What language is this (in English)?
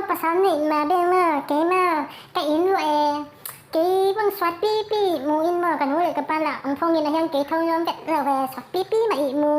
Tedim Chin